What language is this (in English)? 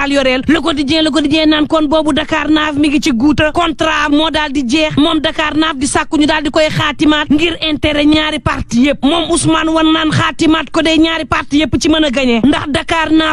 Wolof